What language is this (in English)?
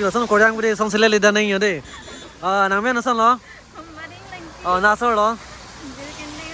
Karbi